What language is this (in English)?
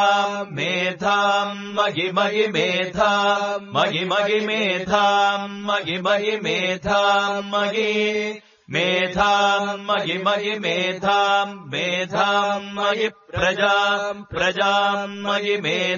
Sanskrit